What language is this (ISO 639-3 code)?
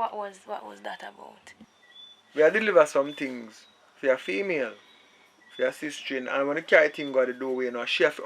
jam